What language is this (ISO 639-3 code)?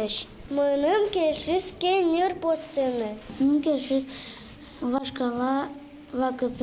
udm